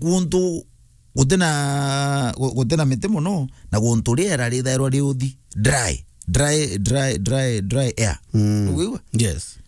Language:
Meru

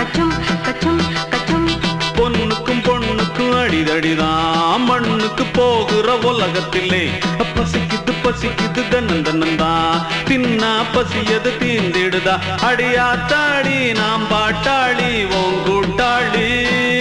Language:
Tamil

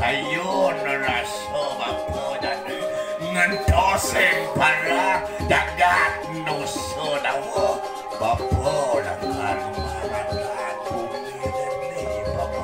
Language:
Balinese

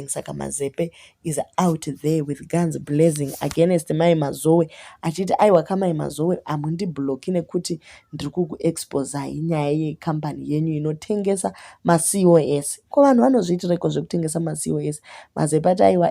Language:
Shona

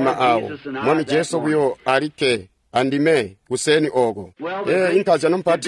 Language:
Tonga (Zambia)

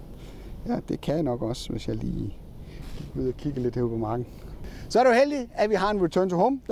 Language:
Danish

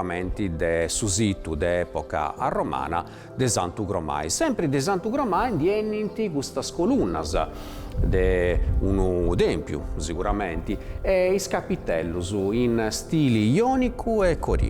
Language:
Sardinian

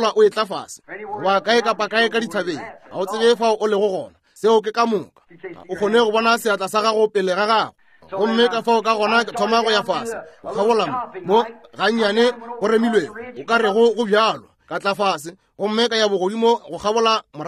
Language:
Northern Sotho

